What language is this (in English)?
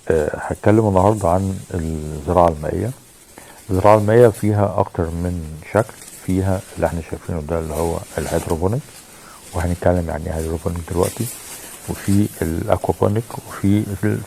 Egyptian Arabic